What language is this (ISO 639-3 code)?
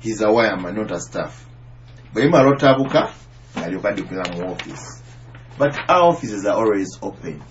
nyo